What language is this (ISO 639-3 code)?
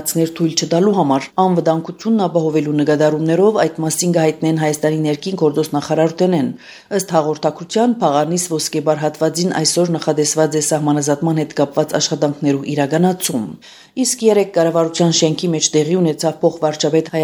hye